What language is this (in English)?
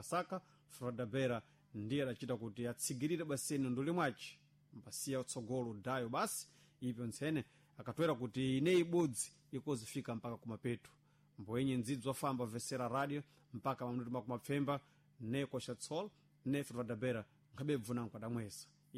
Sena